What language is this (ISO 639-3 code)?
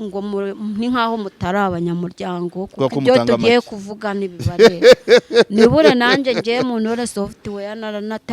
kin